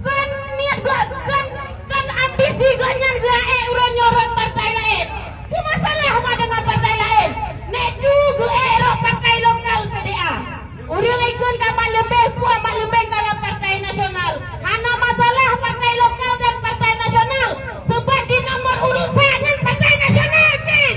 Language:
Achinese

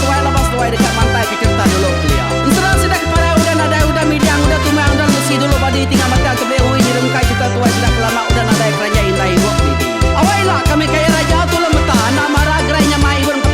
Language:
Iban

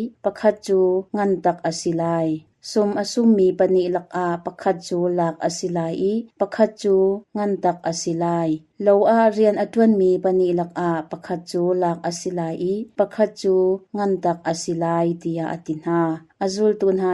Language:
Hakha Chin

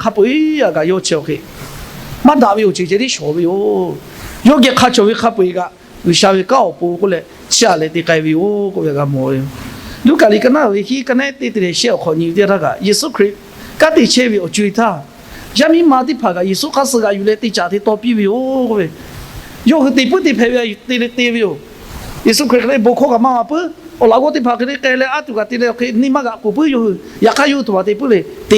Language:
Lahu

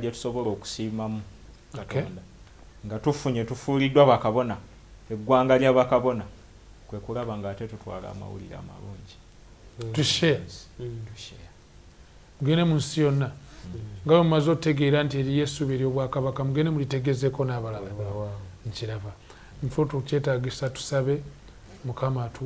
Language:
Ganda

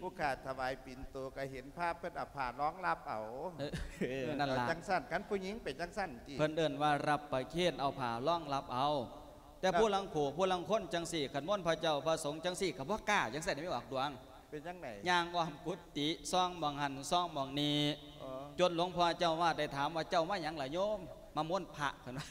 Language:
Lao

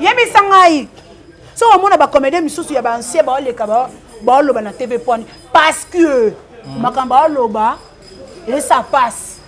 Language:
Lingala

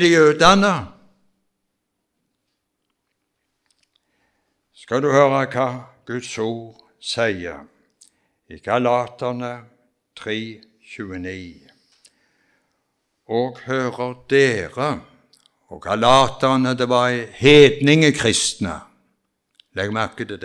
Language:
Norwegian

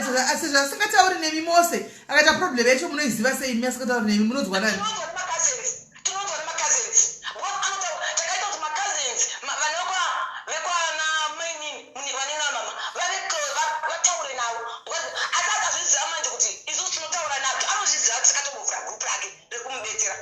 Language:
Shona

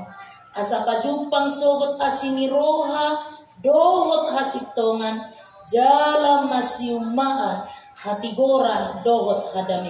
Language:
Batak Toba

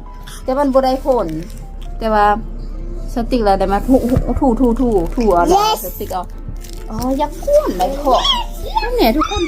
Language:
Lao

